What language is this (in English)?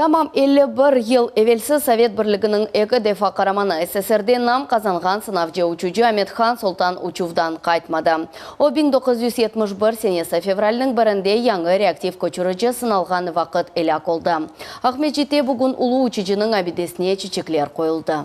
Crimean Tatar